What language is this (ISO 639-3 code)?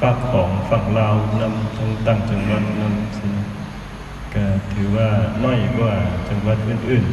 lao